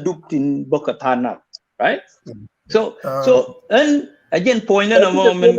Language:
Nuer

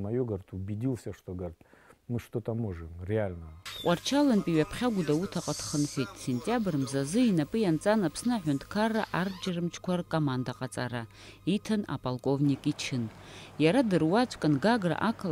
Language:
Abkhazian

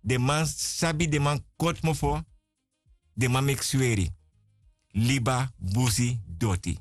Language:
Sranan Tongo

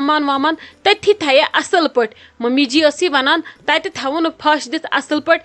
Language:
Kashmiri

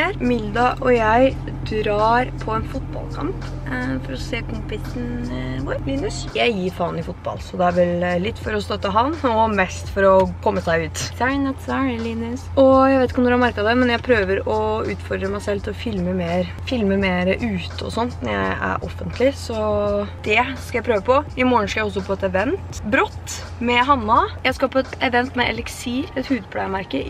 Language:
Norwegian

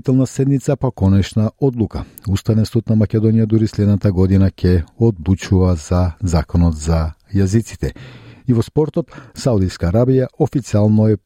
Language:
Macedonian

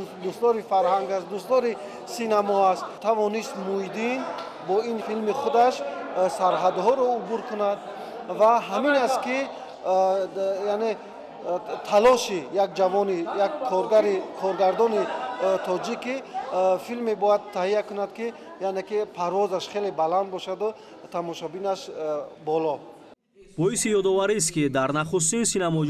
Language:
Tajik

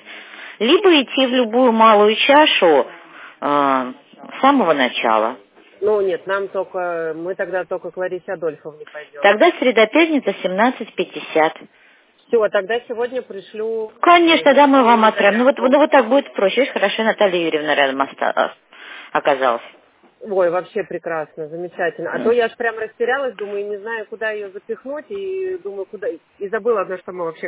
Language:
Russian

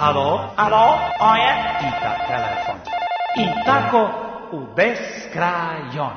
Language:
Serbian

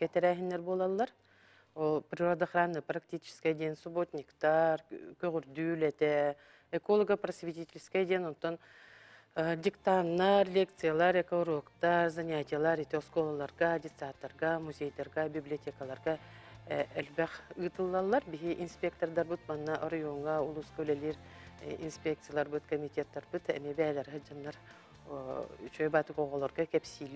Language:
Yakut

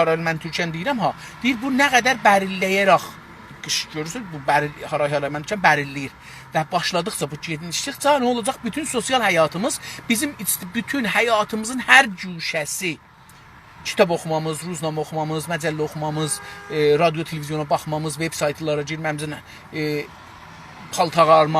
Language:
South Azerbaijani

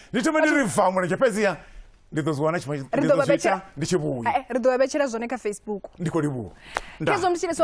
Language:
Venda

